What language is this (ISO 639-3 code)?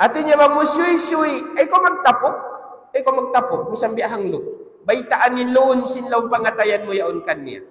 tsg